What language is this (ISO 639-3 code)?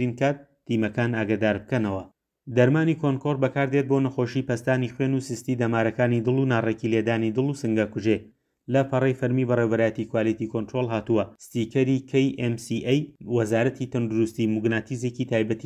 ckb